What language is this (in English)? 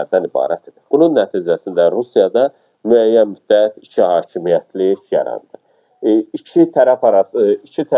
Azerbaijani